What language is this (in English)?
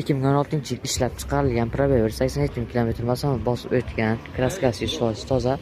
Uzbek